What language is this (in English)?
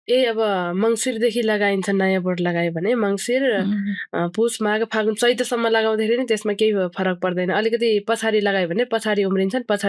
Nepali